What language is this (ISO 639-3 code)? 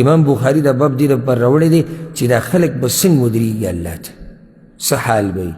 pus